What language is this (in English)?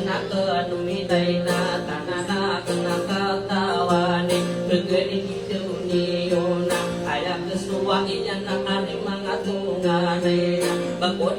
Maranao